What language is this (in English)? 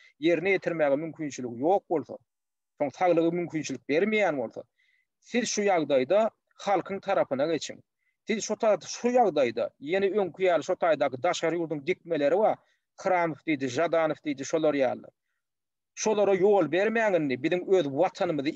Turkmen